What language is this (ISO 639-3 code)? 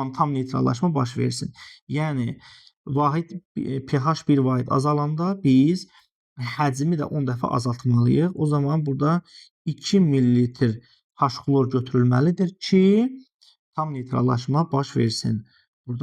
aze